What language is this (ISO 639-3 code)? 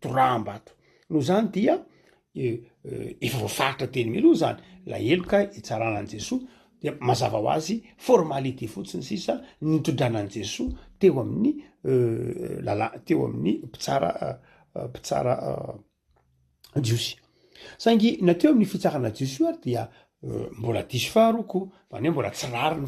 mlg